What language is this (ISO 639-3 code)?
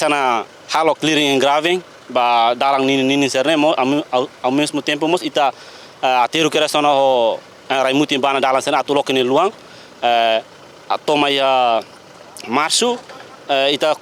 tet